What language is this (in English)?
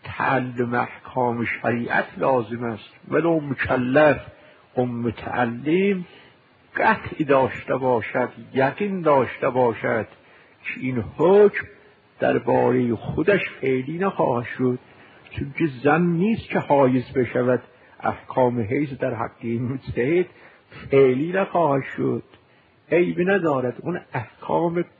Persian